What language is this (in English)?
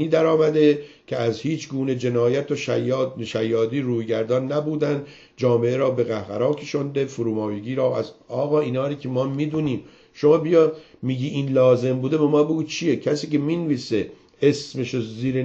Persian